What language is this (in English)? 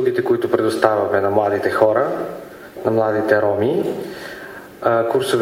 Bulgarian